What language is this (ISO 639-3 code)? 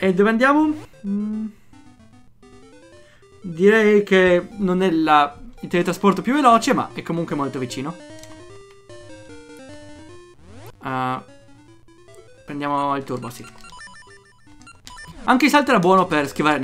ita